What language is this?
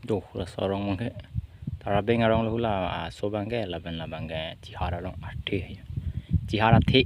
Karbi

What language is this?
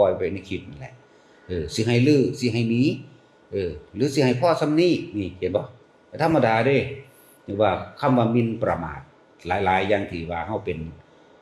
Northeastern Thai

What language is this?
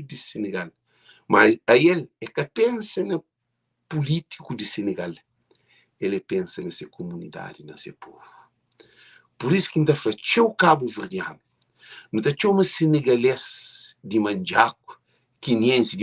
Kabuverdianu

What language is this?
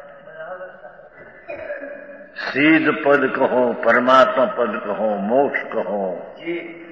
Gujarati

